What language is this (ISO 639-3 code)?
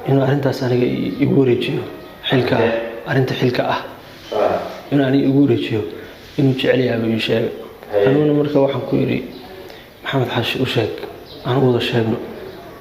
som